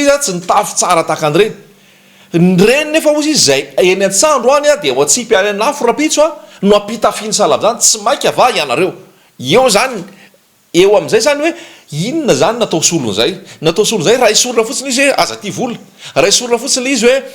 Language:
Malagasy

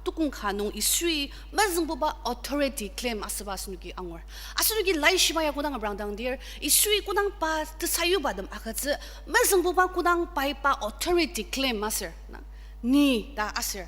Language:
Ao Naga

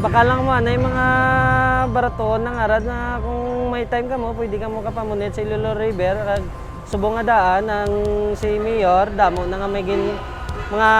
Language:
Hiligaynon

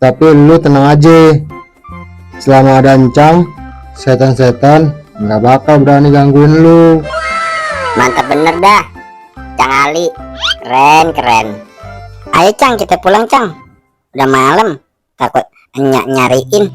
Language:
Betawi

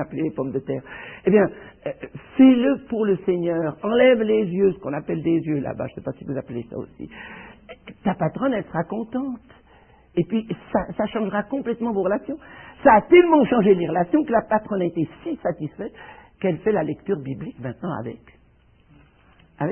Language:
French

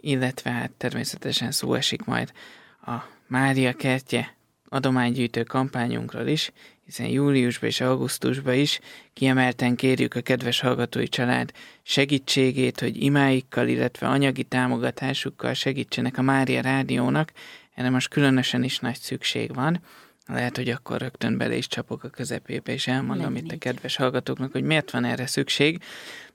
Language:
Hungarian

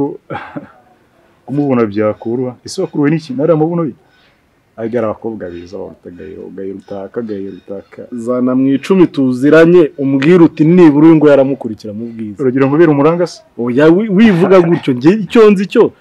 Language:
Kinyarwanda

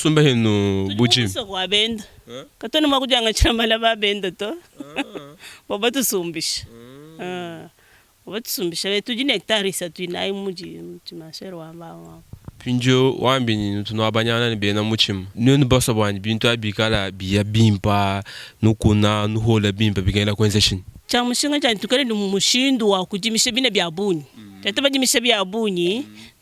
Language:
Luba-Lulua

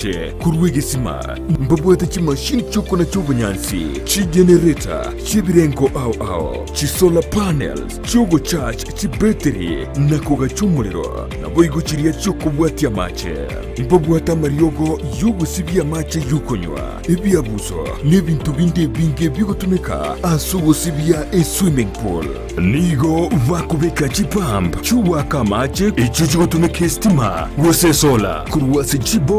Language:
Gusii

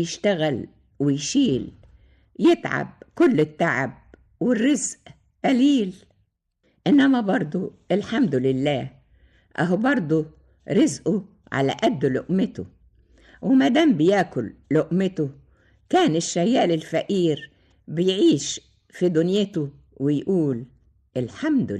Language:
Egyptian Arabic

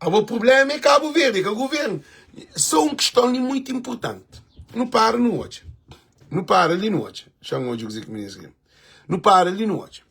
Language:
Kabuverdianu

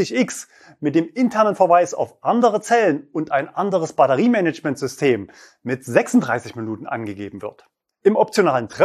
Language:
German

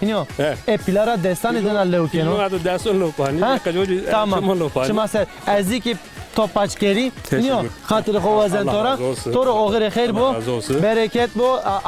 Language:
Zaza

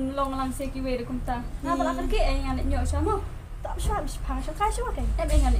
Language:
Khasi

